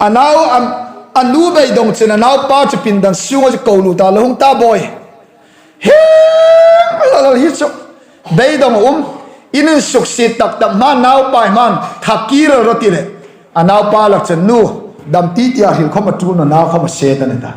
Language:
Hmar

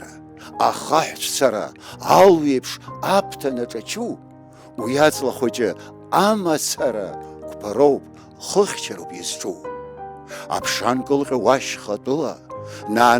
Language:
Abkhazian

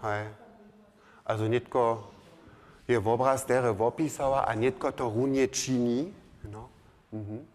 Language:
Upper Sorbian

